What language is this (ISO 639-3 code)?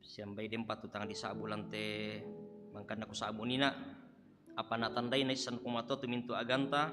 sda